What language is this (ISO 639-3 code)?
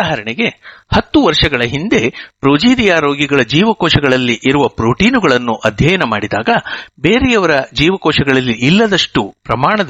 kan